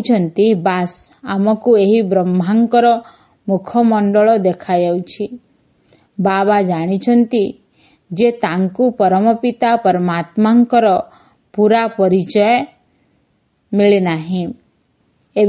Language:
Odia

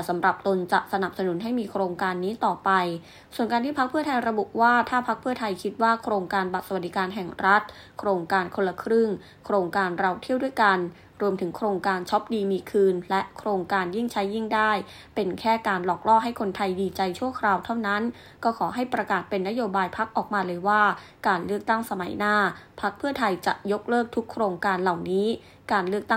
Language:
Thai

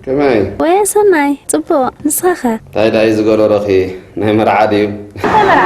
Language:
Tigrinya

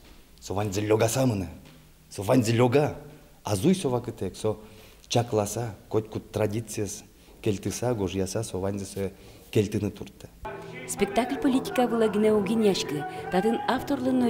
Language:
Udmurt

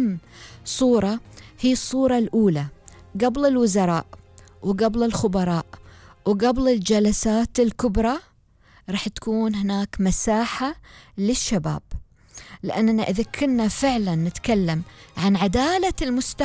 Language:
Gulf Arabic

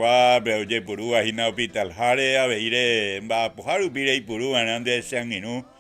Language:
Guarani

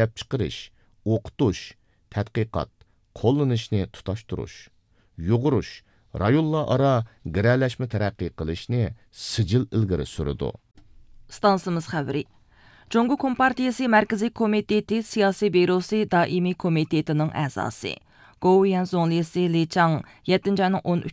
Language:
Uyghur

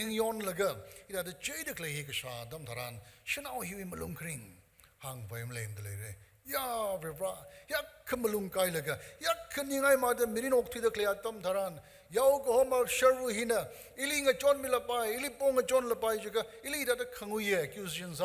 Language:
Tangkhul Naga (India)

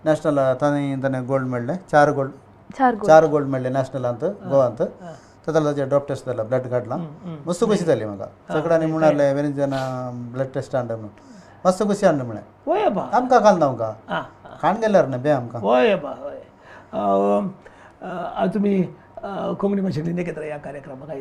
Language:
Konkani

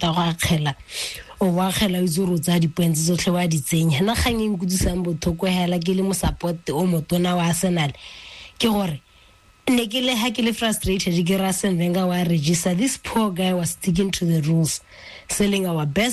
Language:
Tswana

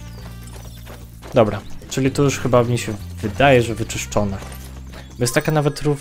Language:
Polish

